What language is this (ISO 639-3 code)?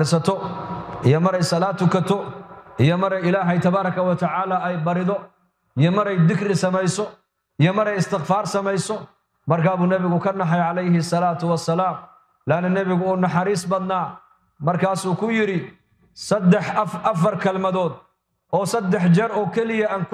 som